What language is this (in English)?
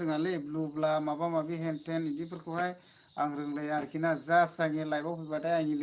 Bodo